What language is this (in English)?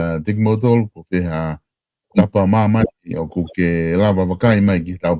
Tongan